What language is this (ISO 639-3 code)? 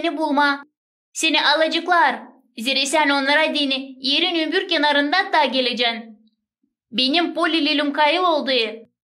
gag